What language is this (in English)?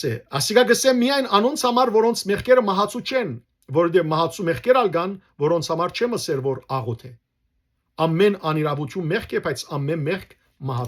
Western Armenian